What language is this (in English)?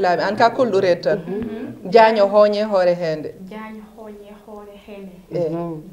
Fula